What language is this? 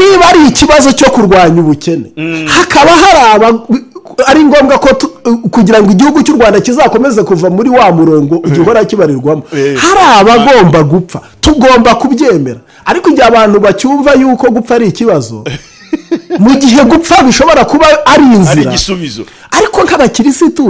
Kinyarwanda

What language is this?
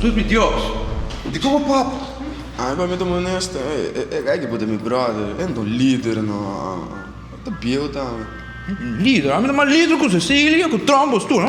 Papiamento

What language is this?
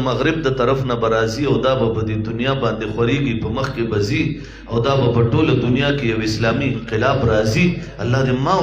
Pashto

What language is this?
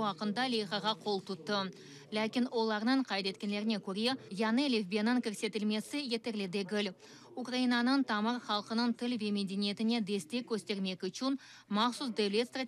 Crimean Tatar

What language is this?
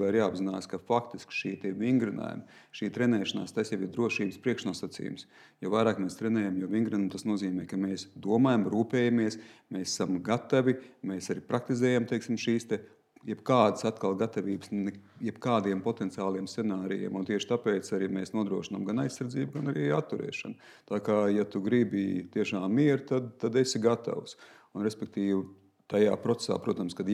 Latvian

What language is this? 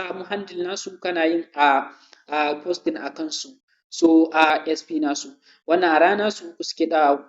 Hausa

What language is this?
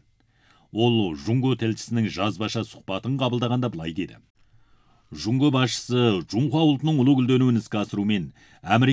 Kazakh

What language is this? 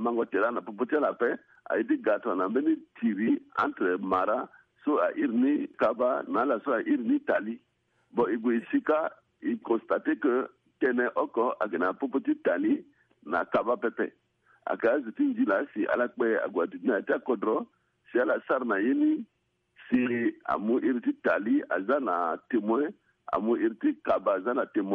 Sango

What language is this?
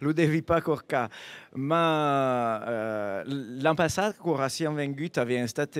Occitan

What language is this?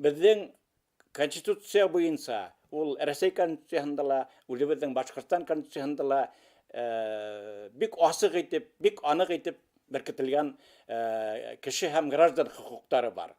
Bashkir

